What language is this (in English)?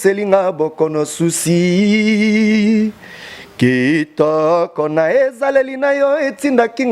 Lingala